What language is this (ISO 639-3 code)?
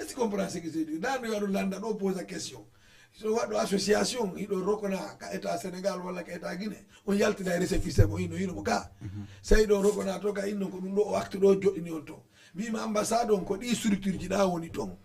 ful